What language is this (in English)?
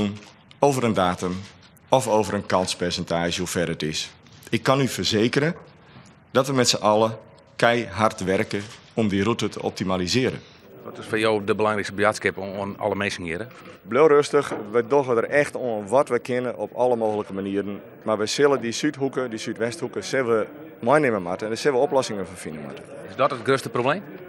Western Frisian